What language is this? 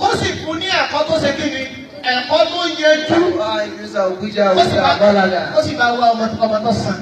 Yoruba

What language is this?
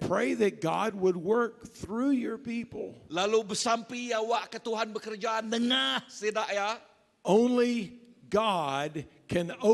Iban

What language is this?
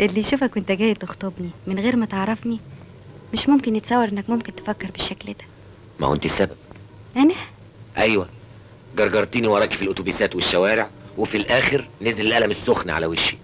Egyptian Arabic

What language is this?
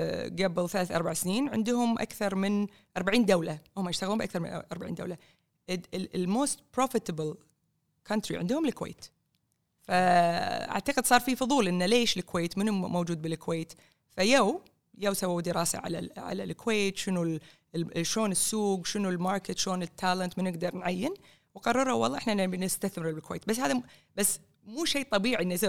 Gulf Arabic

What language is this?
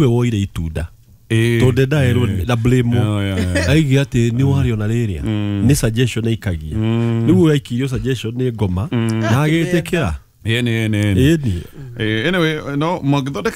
Kikuyu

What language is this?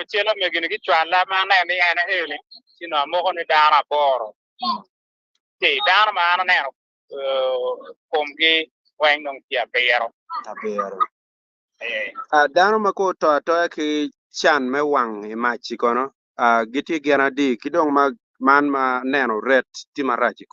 Acoli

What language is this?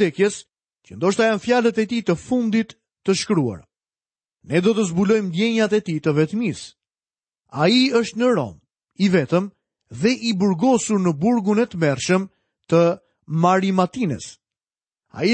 Albanian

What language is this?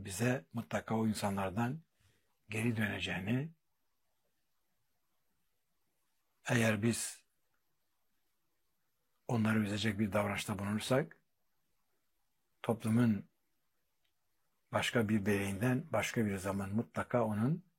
Turkish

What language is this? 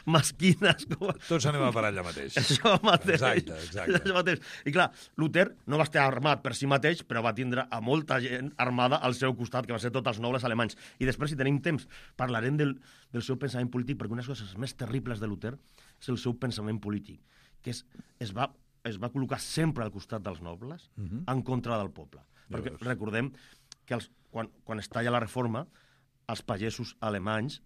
Catalan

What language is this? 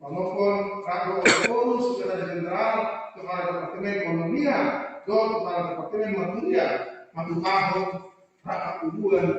Batak Toba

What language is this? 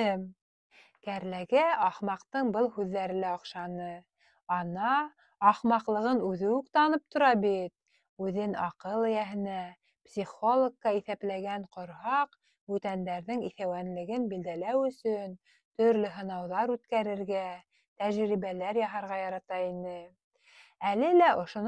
Bashkir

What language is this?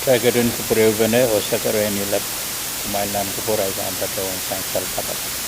Pohnpeian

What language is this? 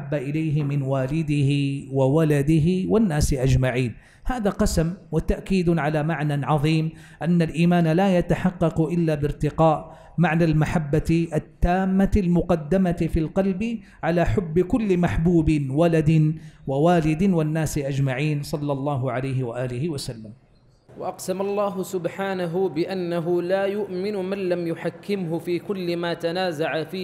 Arabic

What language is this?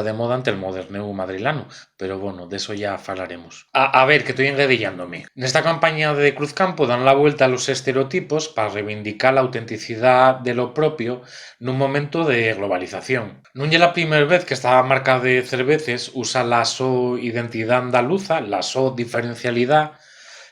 Asturian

